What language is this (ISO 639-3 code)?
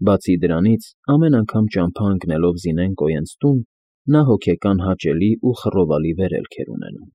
hye